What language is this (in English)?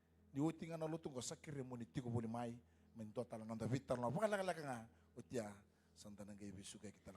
Fijian